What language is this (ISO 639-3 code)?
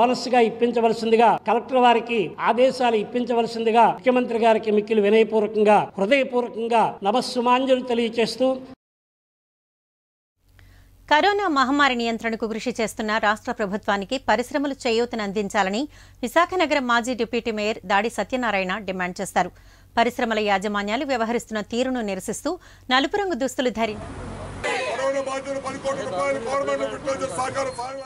tel